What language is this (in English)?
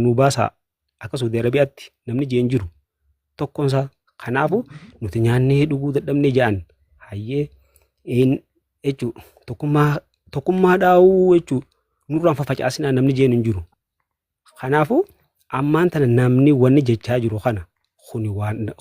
Oromo